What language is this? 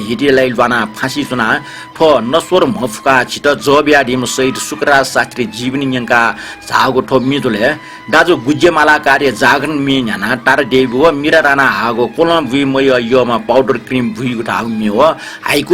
Newari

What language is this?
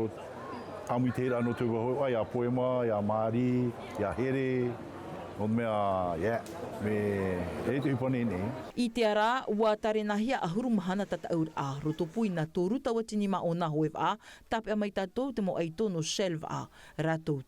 Tahitian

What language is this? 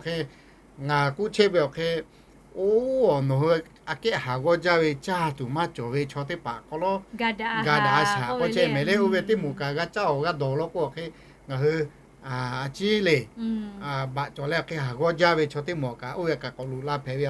Lahu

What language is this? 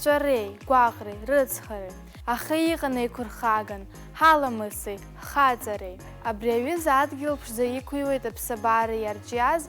Abkhazian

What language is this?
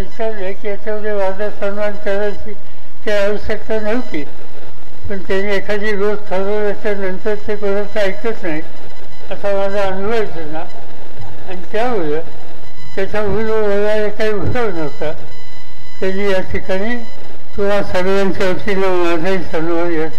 Marathi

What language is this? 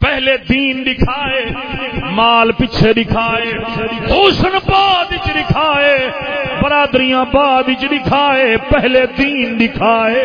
Saraiki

